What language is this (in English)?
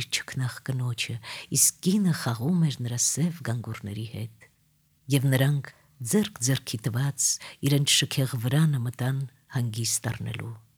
Armenian